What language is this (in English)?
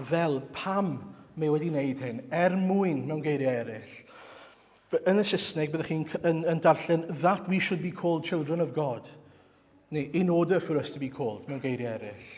Welsh